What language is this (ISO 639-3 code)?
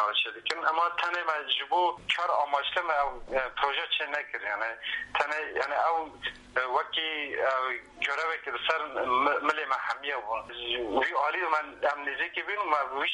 kur